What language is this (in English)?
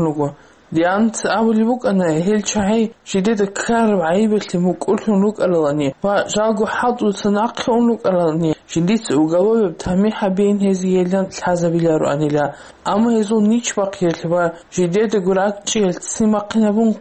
Avaric